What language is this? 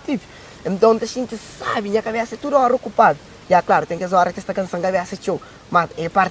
Kabuverdianu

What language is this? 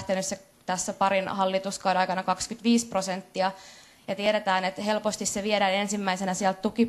Finnish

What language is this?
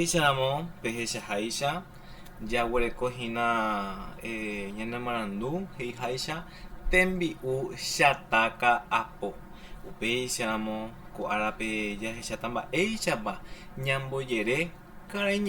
Guarani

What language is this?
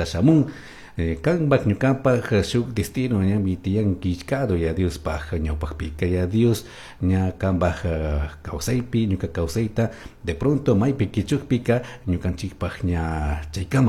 Chimborazo Highland Quichua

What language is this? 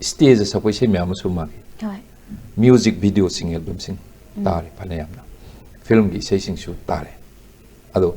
Manipuri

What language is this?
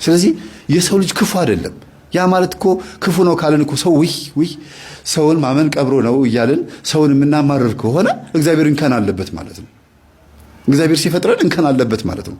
Amharic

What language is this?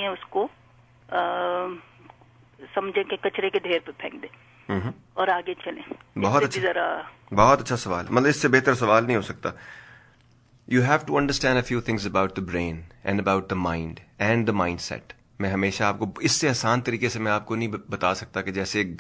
Urdu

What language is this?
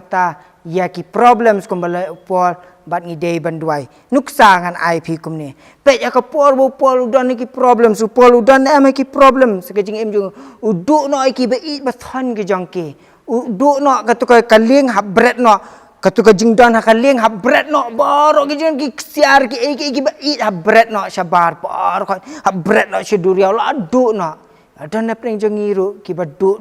Khasi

